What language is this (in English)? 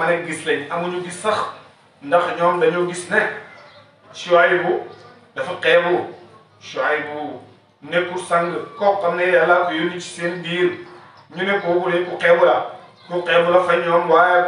Wolof